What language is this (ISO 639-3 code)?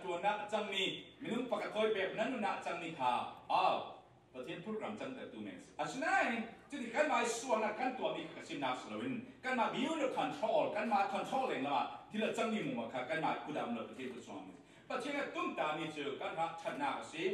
cfm